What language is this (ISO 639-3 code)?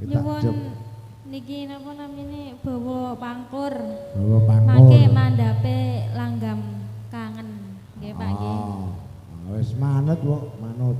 jav